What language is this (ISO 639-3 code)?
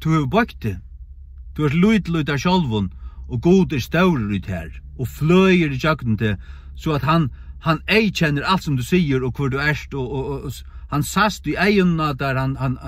fao